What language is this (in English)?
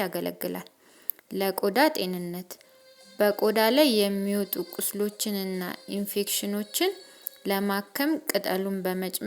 Amharic